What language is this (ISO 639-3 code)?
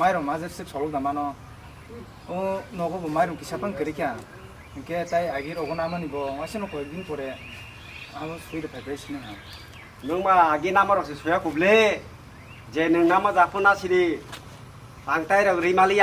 trp